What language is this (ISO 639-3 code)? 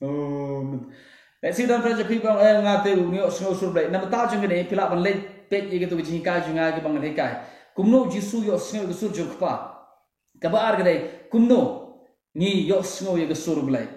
kha